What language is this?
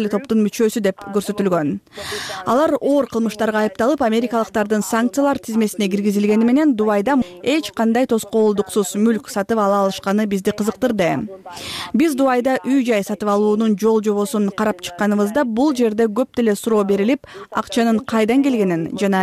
Kyrgyz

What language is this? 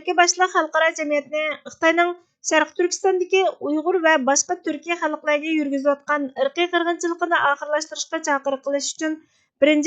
Uyghur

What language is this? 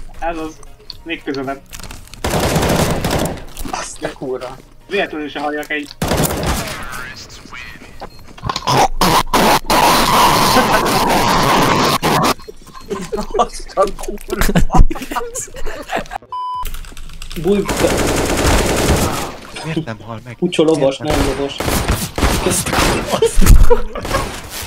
Hungarian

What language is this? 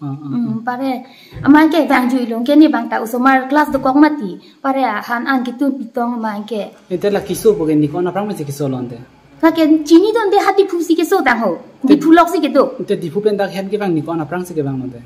Karbi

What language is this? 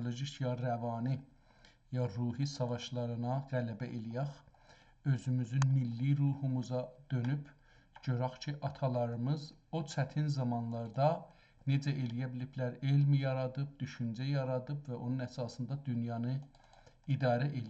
South Azerbaijani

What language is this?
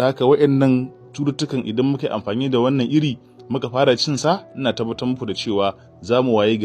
Hausa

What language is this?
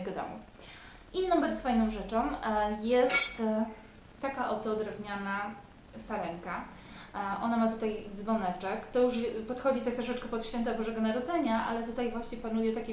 Polish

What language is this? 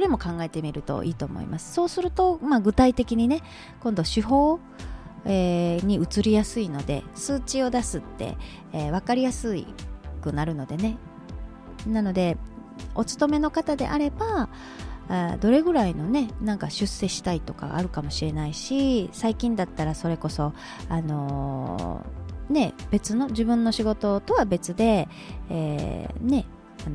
Japanese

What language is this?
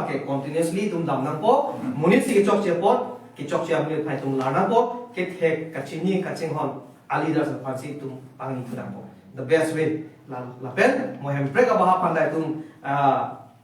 Karbi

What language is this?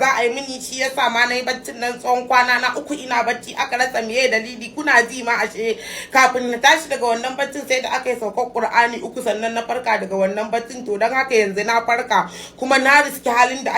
Hausa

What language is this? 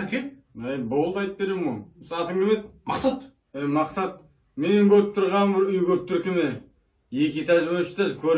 Kazakh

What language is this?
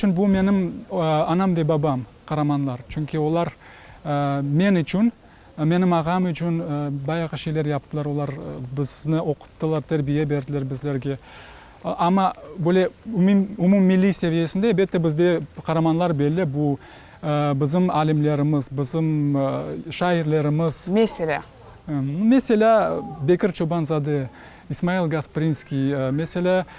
Crimean Tatar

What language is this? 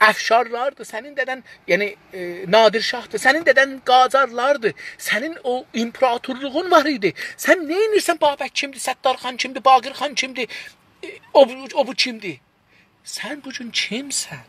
South Azerbaijani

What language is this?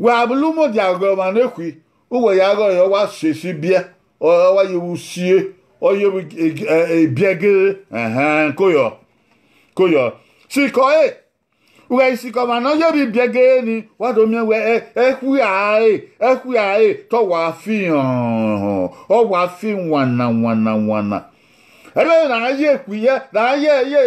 Bini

